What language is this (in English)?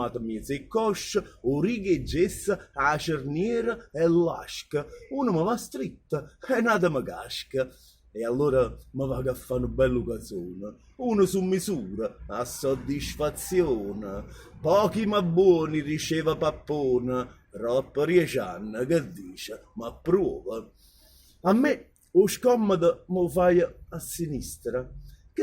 Neapolitan